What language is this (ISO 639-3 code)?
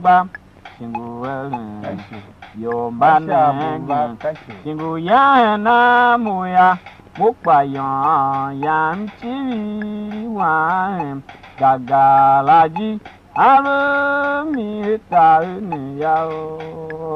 tiv